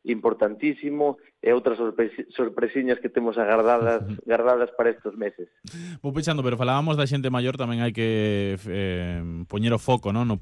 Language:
Galician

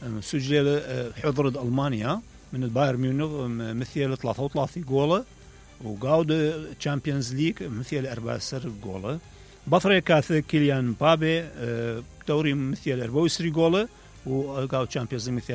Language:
Mesopotamian Arabic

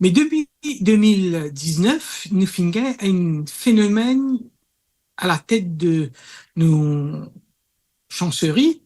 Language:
Morisyen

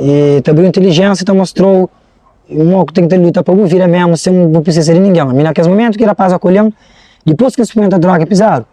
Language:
Kabuverdianu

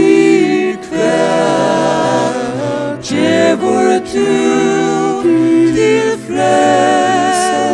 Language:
Faroese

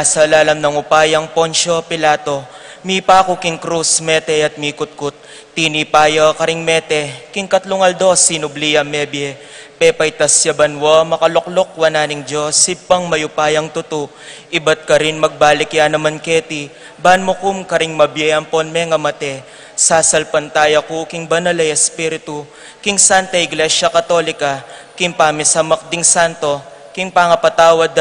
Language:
Pampanga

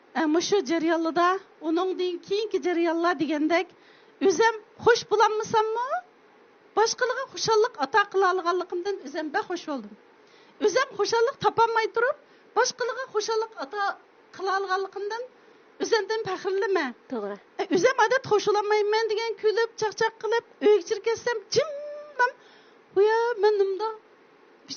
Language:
Uyghur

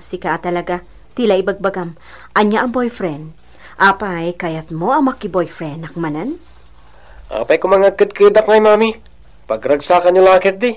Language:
Iloko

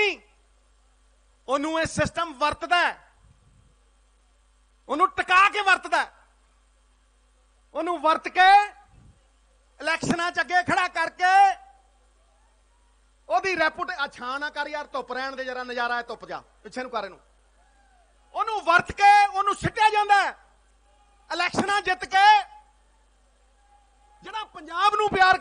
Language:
Punjabi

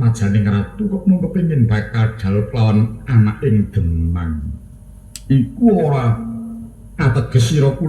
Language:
Javanese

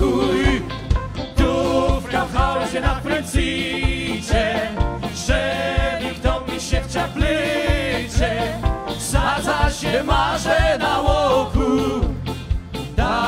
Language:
Silesian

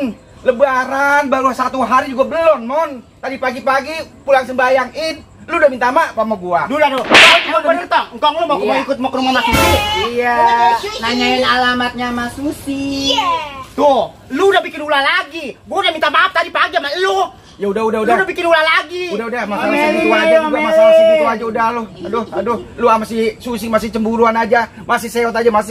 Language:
Betawi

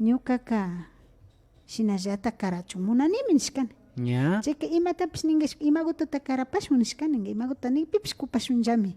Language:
Imbabura Highland Quichua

